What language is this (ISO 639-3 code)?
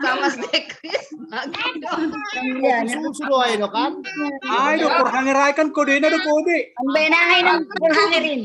bts